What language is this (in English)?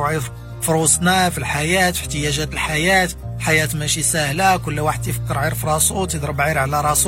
Moroccan Arabic